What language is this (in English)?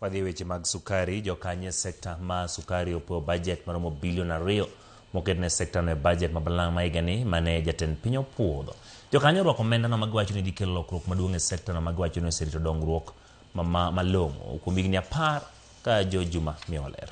Luo (Kenya and Tanzania)